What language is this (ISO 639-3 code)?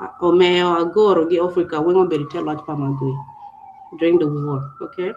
ach